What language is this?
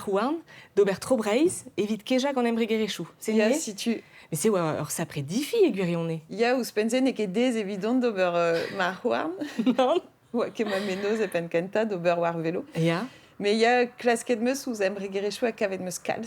Breton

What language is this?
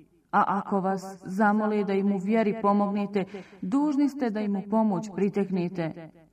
Bosnian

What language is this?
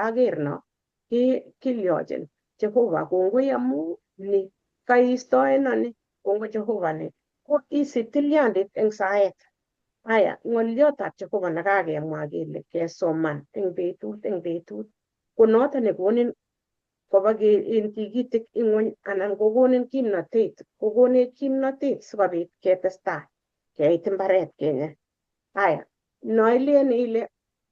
Kalenjin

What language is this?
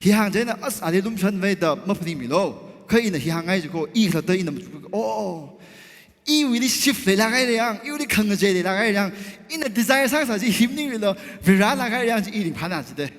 Tangkhul Naga (India)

